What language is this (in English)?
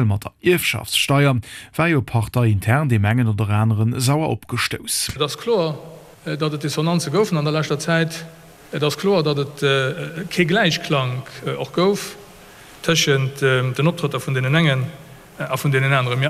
Luxembourgish